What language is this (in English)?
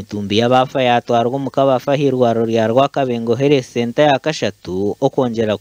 Nyankole